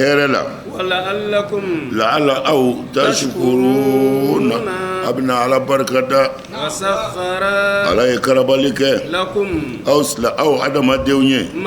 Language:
Bambara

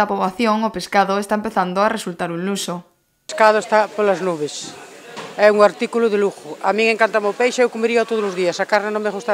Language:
Galician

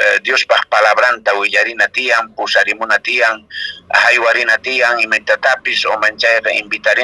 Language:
Quechua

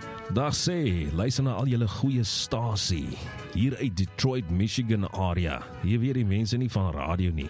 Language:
Afrikaans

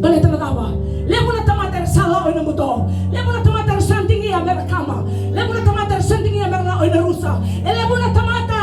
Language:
Fijian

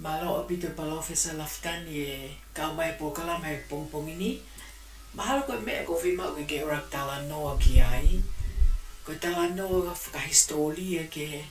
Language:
Tongan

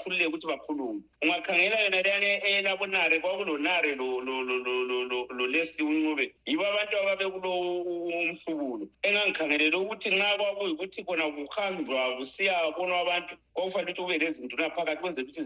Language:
North Ndebele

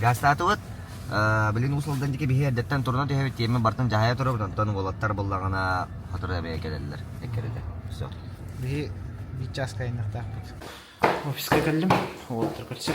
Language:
Yakut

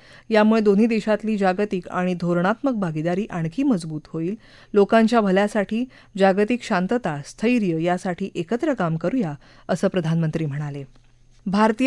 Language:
Marathi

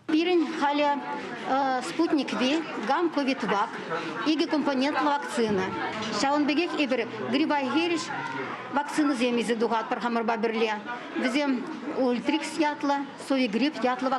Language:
Chuvash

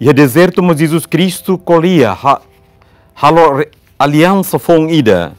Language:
Tetum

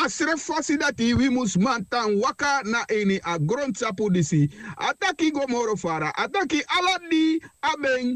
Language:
Sranan Tongo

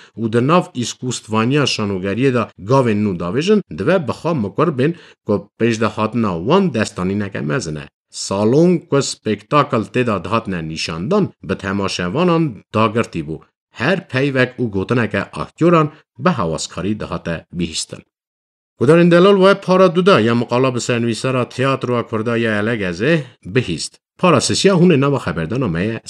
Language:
Kurdish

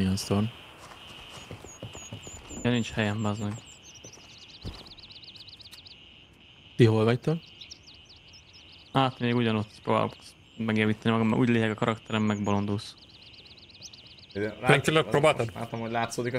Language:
Hungarian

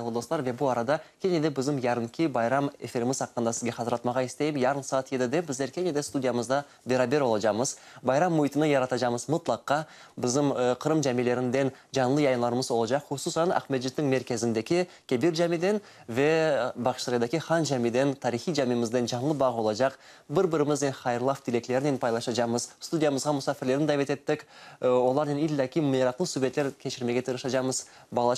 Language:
Crimean Tatar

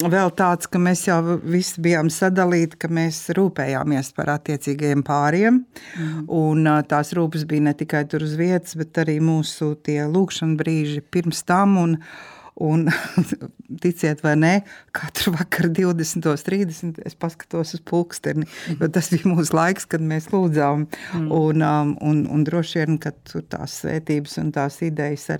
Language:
Latvian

